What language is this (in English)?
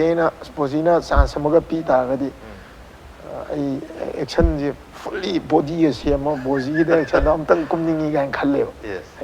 Manipuri